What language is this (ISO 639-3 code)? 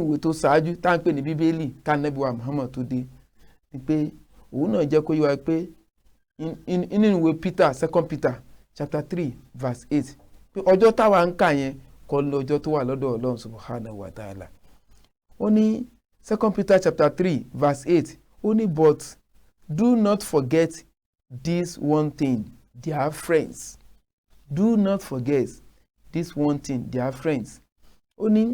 yor